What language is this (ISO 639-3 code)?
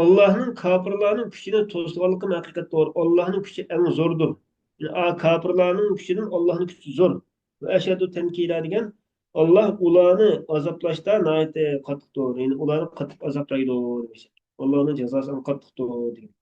uig